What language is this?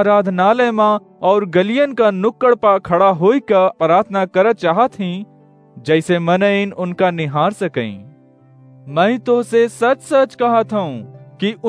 Awadhi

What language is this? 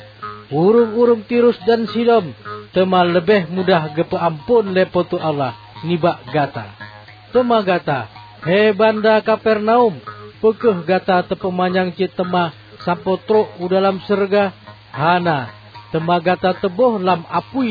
Achinese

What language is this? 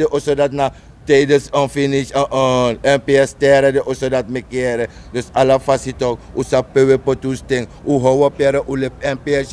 Sranan Tongo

